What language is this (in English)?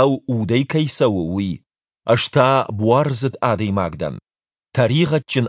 Ossetic